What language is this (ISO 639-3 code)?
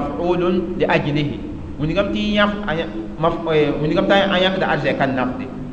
mos